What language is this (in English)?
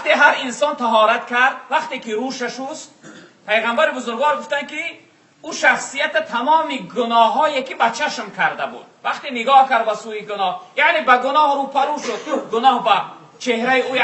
Tajik